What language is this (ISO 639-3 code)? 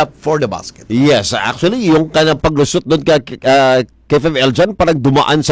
fil